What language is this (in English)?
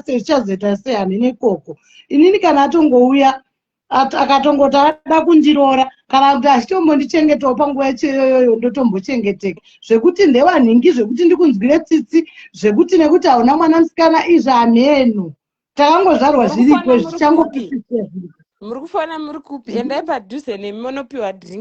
Shona